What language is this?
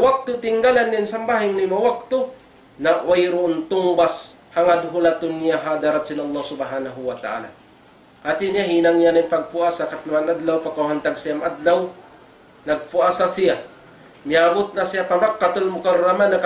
Tausug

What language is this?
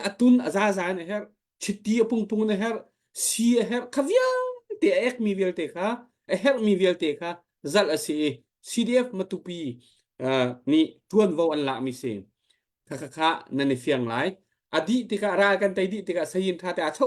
Hakha Chin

